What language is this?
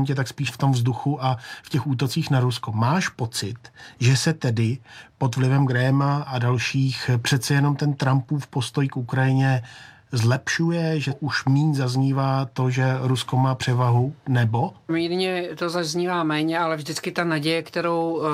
Czech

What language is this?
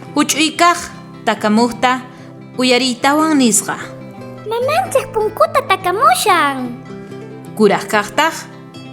South Bolivian Quechua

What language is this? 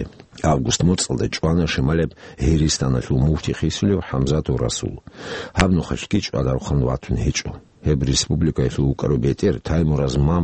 Avaric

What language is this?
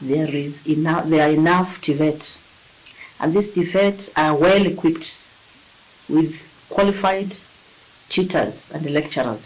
Kamba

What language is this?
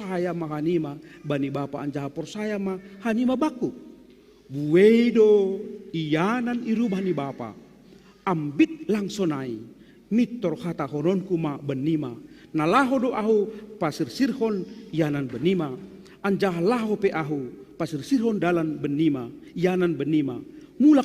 Batak Simalungun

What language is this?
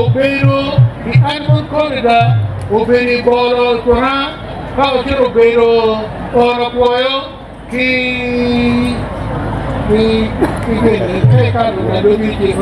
Acoli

